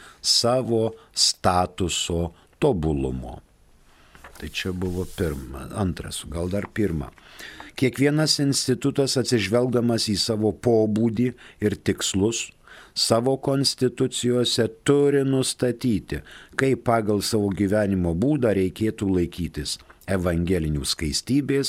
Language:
Lithuanian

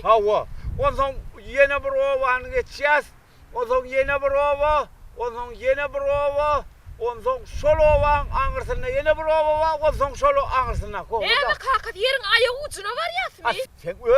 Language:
Turkmen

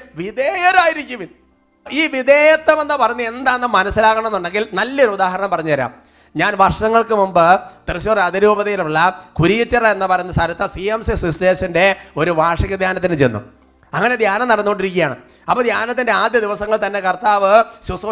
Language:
Malayalam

